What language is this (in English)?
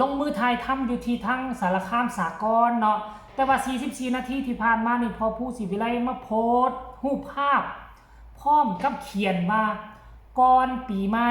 Northeastern Thai